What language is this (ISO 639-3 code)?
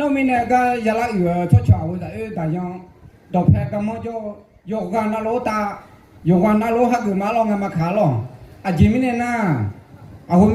ahk